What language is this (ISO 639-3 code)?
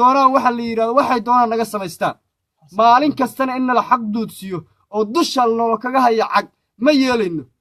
som